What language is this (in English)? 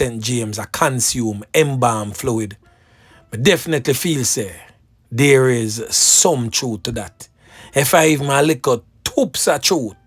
Jamaican Creole English